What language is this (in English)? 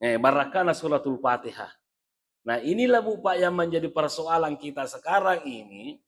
Buginese